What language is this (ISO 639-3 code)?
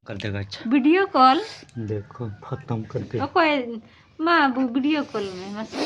sat